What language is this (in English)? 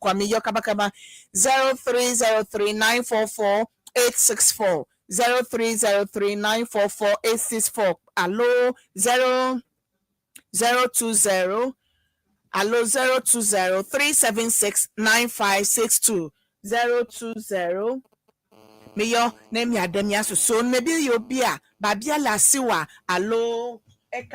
Ewe